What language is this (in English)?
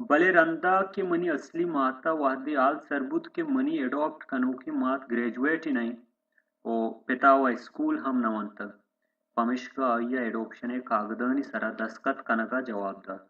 Baluchi